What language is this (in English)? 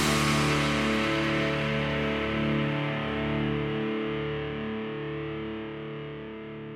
Basque